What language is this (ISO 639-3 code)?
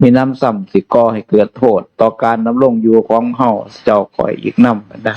tts